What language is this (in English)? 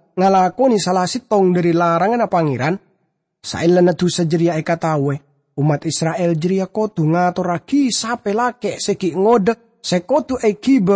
Madurese